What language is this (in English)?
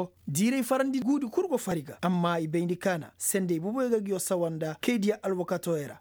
Koyraboro Senni